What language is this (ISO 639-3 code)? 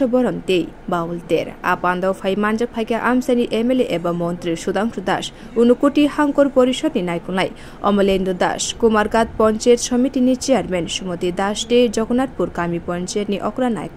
trp